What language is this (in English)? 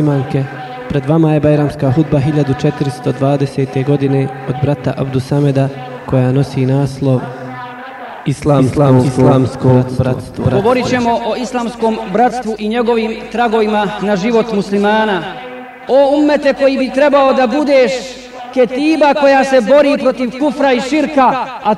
Bosnian